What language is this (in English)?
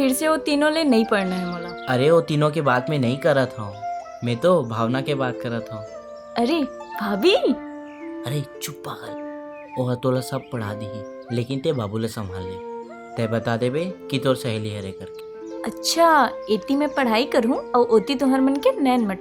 Chhattisgarhi